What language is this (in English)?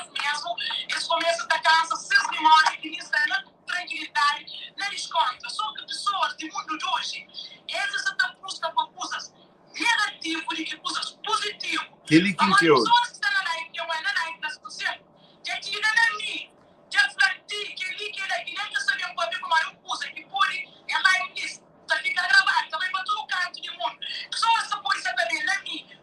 Kabuverdianu